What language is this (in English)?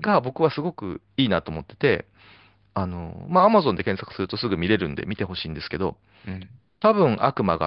Japanese